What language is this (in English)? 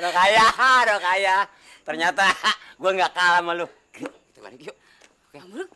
Betawi